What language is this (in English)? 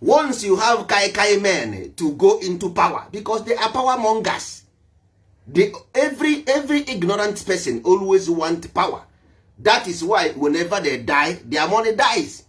Igbo